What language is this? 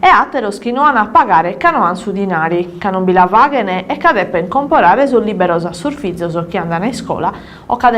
Sardinian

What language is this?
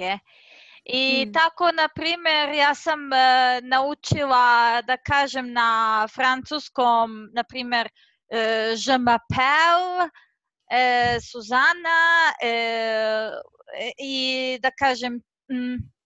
Croatian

